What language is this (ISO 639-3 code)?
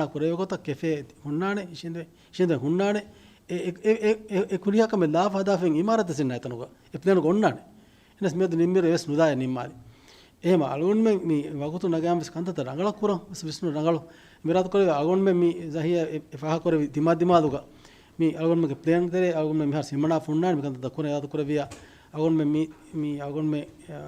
div